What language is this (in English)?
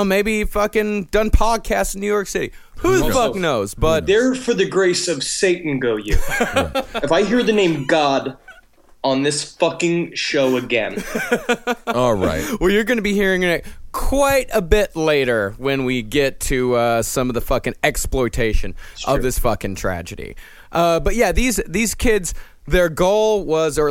English